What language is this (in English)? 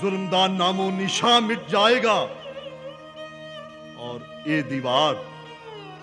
Punjabi